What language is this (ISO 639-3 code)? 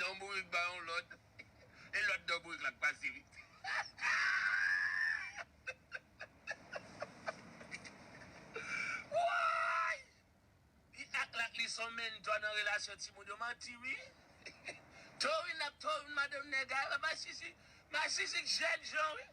hat